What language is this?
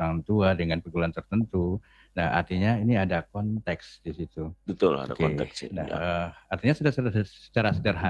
Indonesian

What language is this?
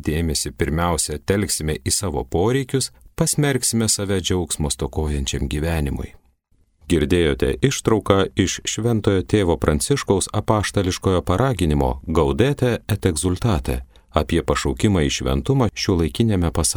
Lithuanian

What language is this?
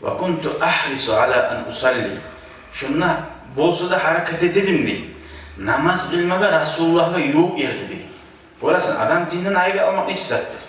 Kumyk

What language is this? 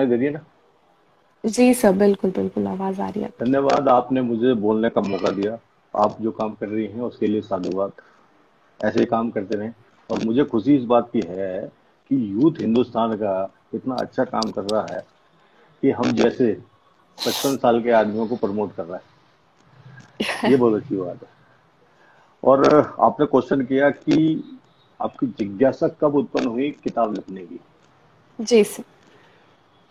Hindi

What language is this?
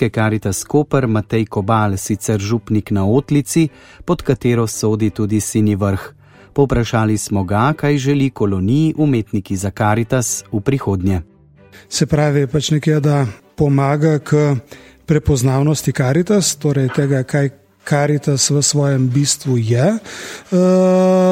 Slovenian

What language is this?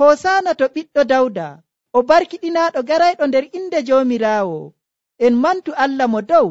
Nigerian Fulfulde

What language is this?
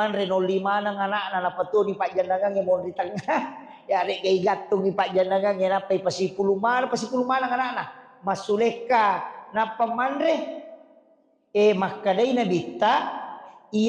Buginese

